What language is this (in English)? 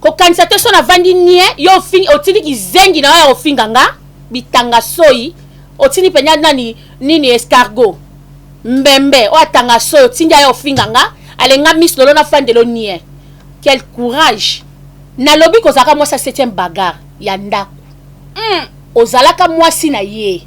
Lingala